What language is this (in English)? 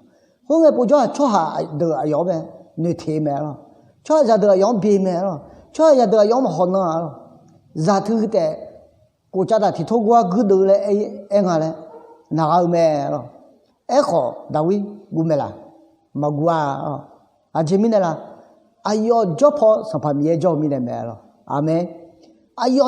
Akha